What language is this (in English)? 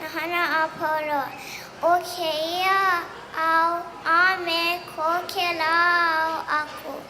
Hawaiian